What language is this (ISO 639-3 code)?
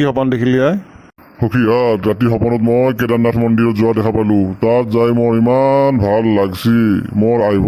asm